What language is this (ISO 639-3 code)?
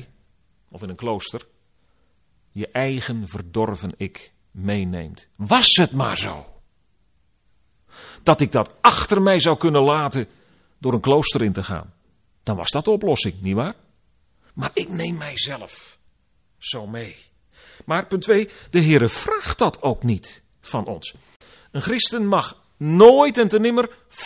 nld